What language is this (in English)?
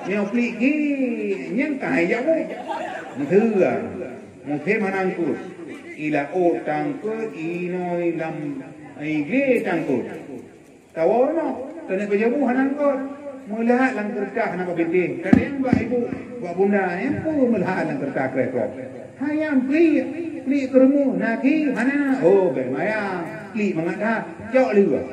Achinese